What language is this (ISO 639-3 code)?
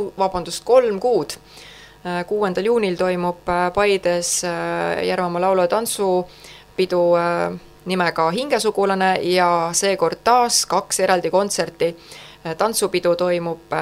est